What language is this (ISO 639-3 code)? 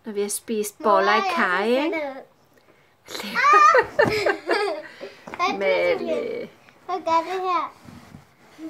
dan